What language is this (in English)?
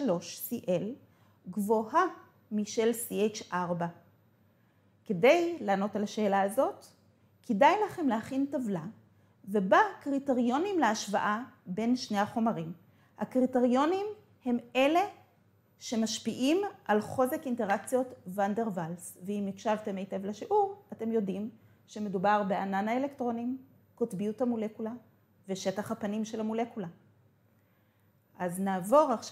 Hebrew